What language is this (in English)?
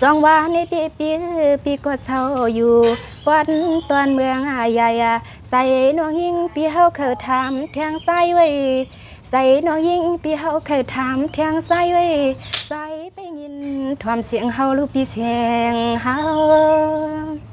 Shan